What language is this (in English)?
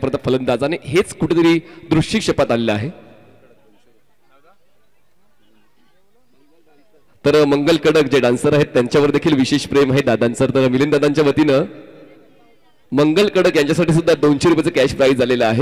Marathi